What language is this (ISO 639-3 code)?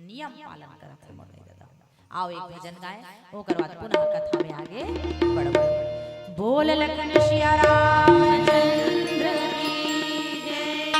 hne